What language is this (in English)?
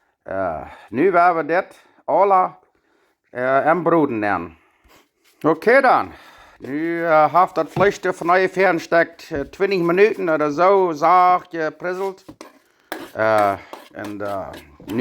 Plautdietsch